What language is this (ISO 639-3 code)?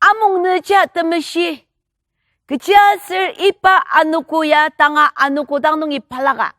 njo